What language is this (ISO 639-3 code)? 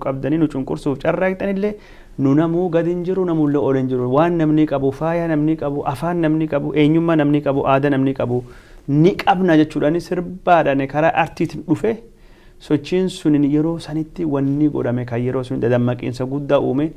orm